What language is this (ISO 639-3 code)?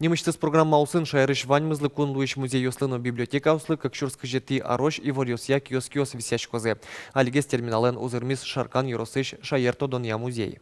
udm